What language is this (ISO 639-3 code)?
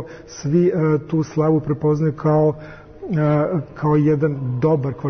srp